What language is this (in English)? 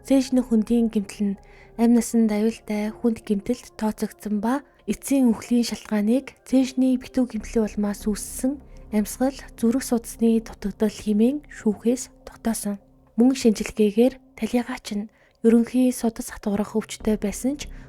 Mongolian